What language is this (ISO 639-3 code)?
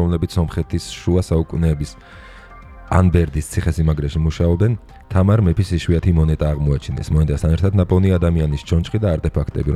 kat